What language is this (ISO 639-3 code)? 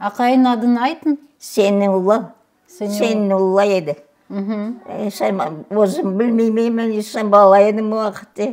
crh